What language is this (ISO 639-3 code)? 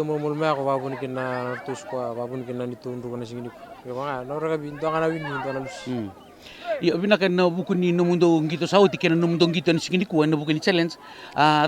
fij